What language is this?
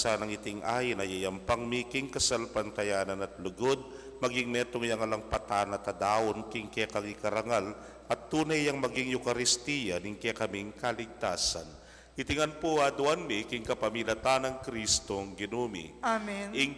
Pampanga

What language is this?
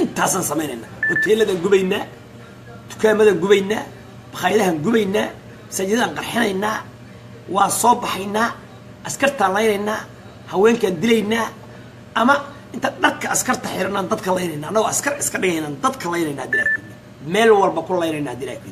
Somali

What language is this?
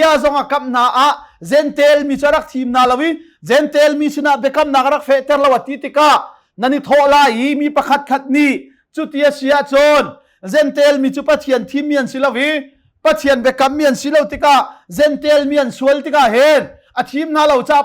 Hakha Chin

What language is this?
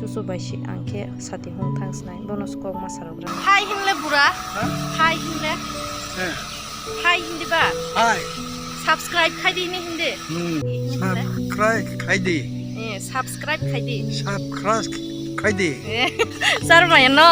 Kok Borok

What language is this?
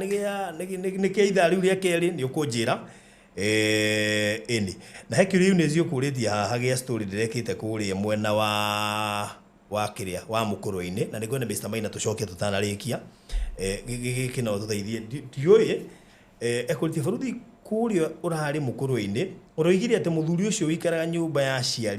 Kikuyu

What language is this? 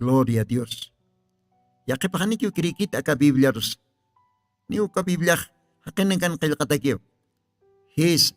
Aymara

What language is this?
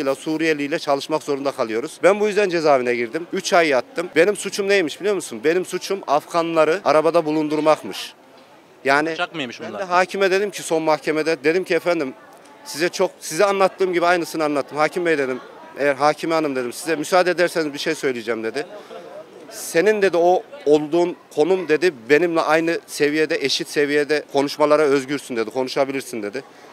Turkish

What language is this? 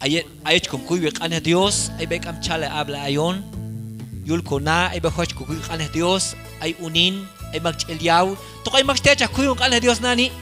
Q'anjob'al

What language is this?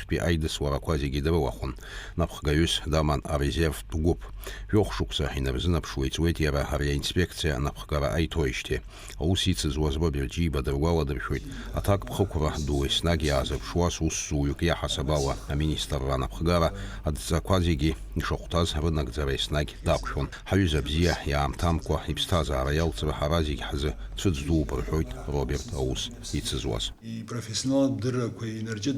Abkhazian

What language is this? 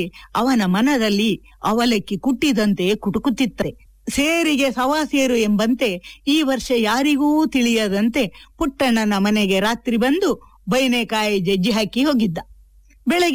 Kannada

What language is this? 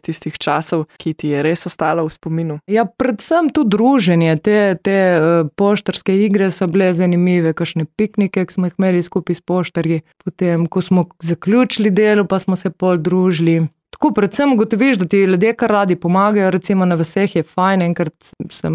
Slovenian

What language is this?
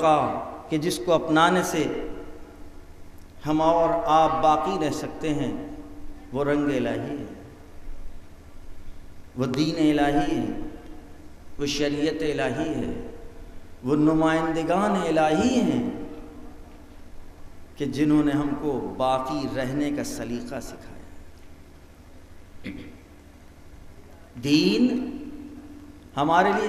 Urdu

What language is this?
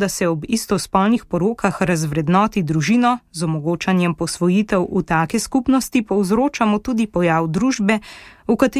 Slovenian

